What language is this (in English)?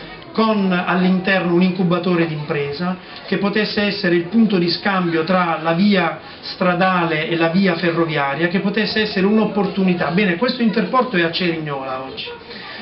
Italian